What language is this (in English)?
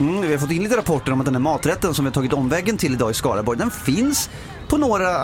Swedish